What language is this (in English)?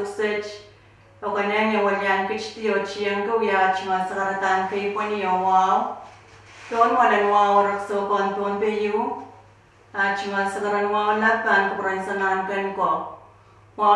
Pohnpeian